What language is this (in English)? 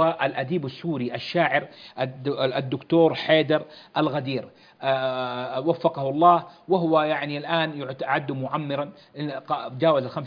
Arabic